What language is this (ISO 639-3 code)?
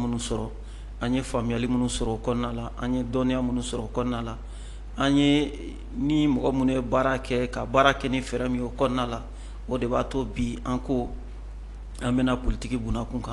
bam